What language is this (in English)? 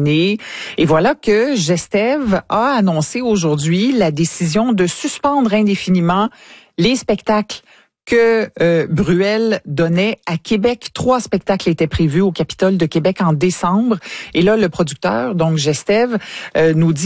French